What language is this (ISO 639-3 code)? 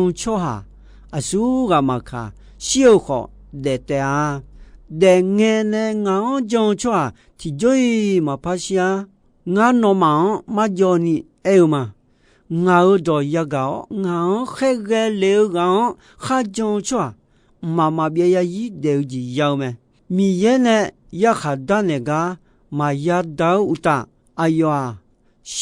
ahk